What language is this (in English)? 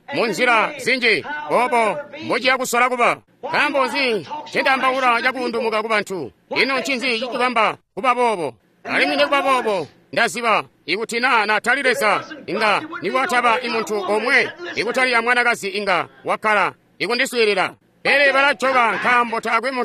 Tonga (Zambia)